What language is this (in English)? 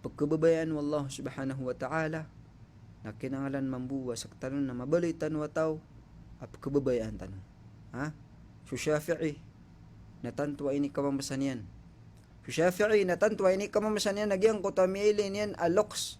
Maranao